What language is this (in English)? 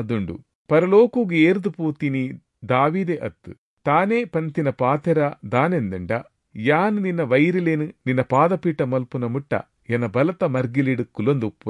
Tulu